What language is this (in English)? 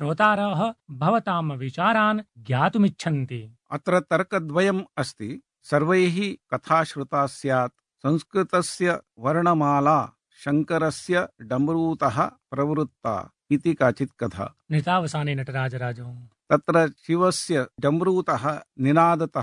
Sanskrit